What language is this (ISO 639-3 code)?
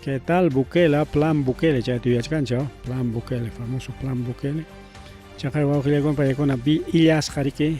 quy